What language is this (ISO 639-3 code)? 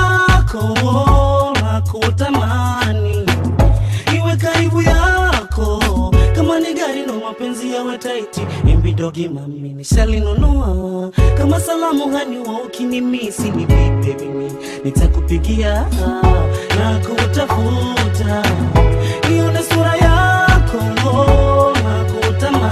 swa